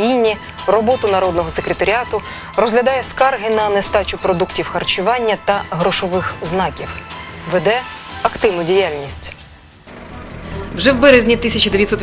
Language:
Ukrainian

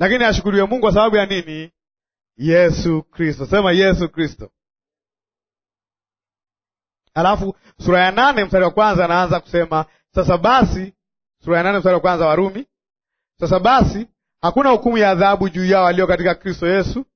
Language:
Swahili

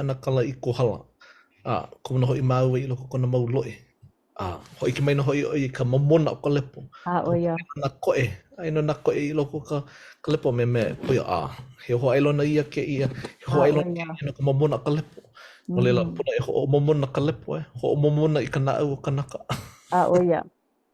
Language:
Hawaiian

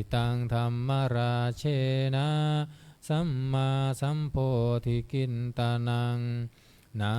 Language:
Pali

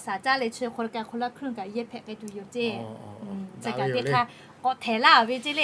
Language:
Lahu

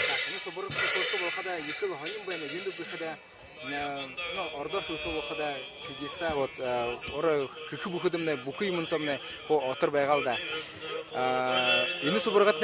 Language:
Buriat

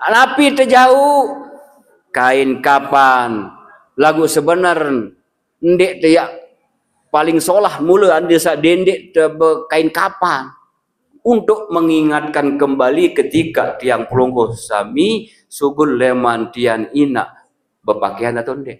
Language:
Sasak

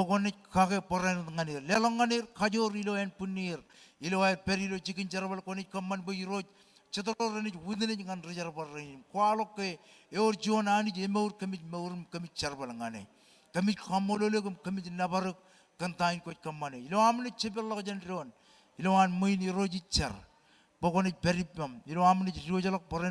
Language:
Marshallese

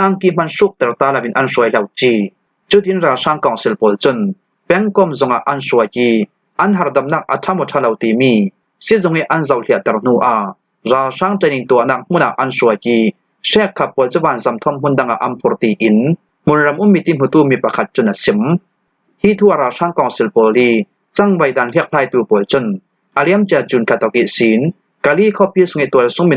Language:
Falam Chin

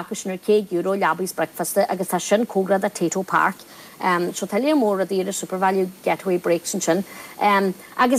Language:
Irish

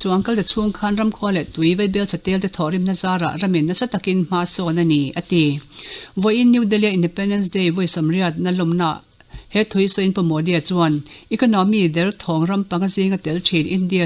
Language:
Mizo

